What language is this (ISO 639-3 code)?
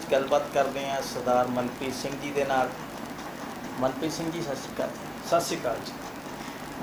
pan